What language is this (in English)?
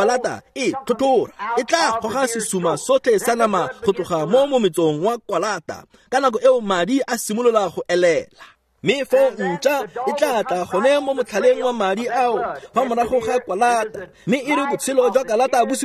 Tswana